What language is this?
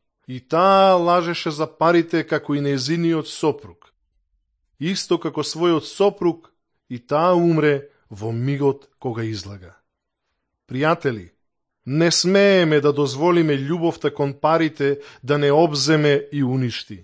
Macedonian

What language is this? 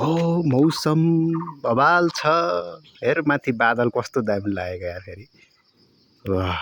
Nepali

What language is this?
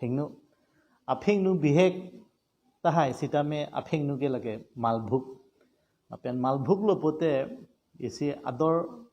Karbi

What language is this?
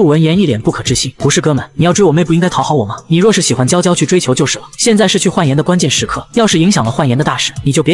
Chinese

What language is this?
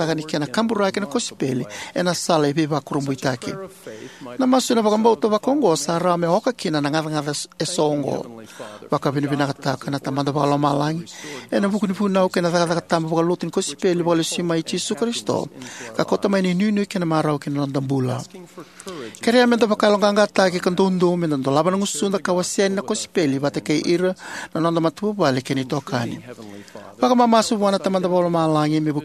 Fijian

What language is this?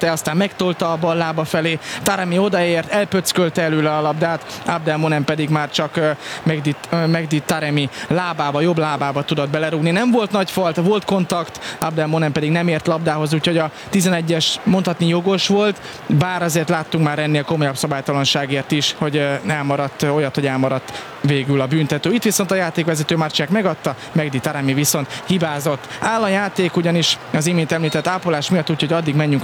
Hungarian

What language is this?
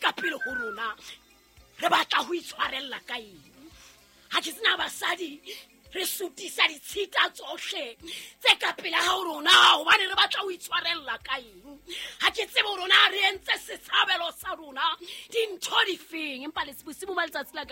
Southern Sotho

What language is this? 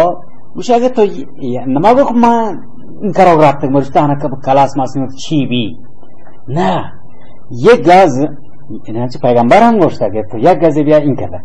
Baluchi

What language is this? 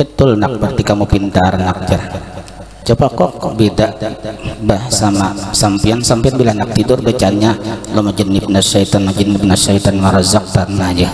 Banjar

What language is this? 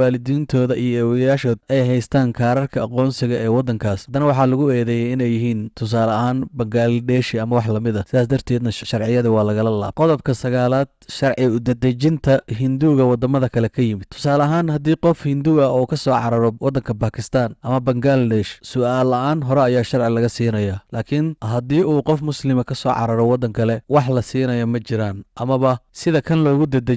Somali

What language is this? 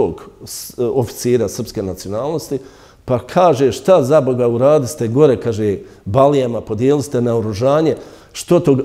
Bosnian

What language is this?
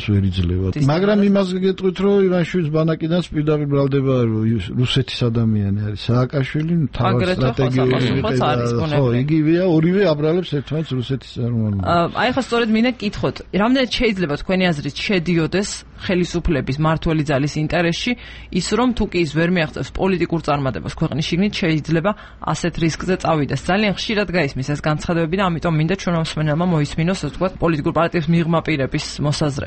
Georgian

